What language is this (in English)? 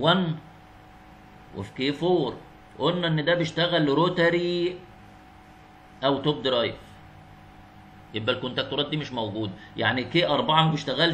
Egyptian Arabic